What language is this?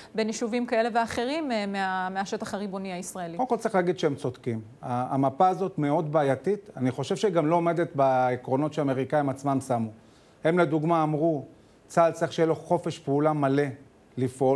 Hebrew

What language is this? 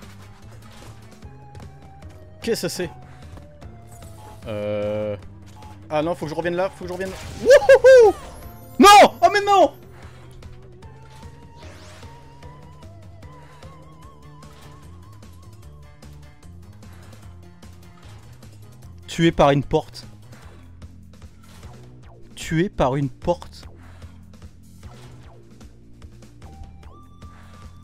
French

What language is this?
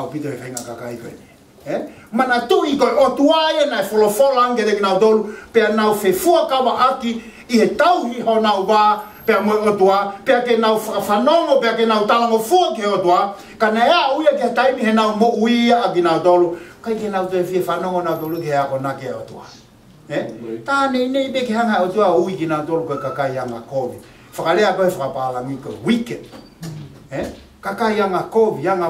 Tongan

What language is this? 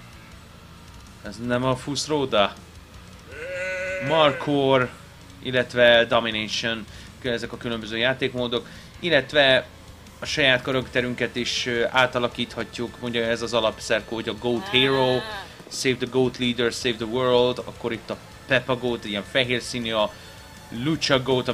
Hungarian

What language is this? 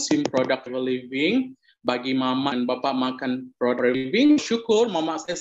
Malay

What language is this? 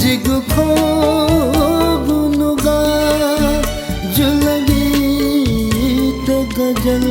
Newari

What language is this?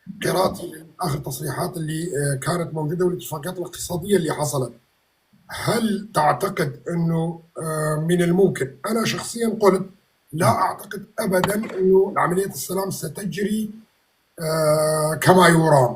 North Levantine Arabic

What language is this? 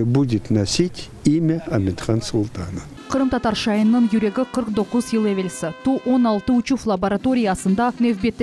Crimean Tatar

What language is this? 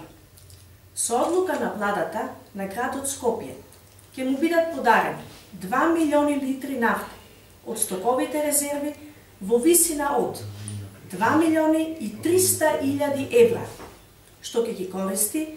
Macedonian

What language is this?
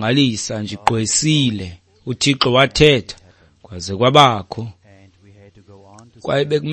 Xhosa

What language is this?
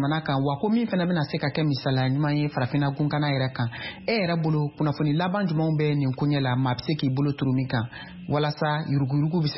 Bambara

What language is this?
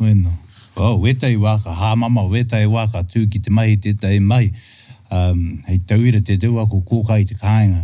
Māori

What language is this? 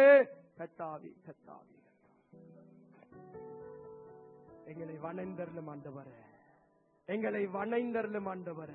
Tamil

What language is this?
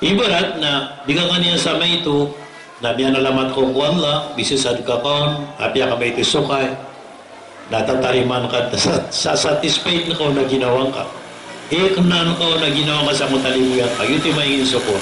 Maranao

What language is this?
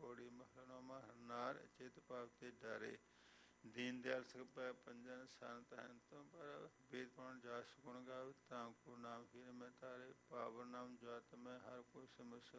Punjabi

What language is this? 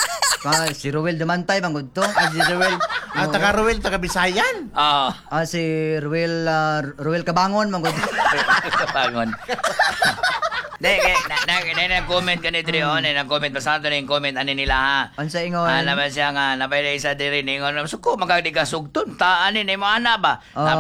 Cebuano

